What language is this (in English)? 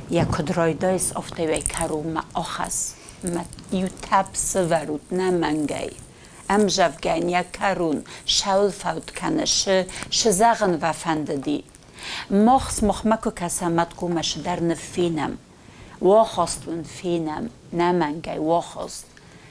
Ossetic